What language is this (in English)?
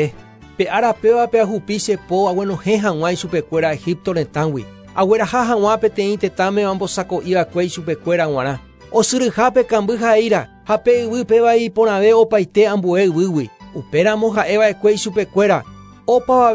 Guarani